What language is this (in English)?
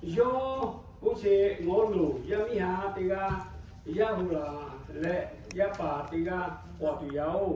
Lahu